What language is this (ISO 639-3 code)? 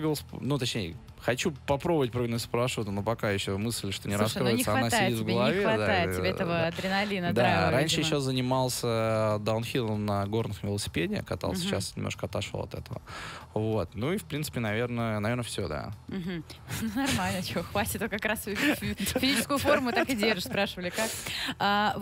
rus